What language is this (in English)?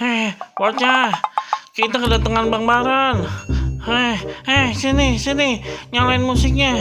Betawi